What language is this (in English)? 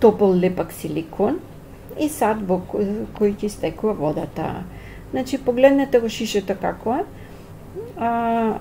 Macedonian